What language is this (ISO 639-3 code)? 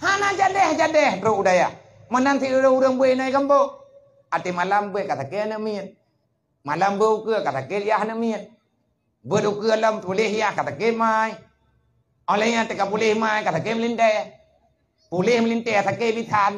ace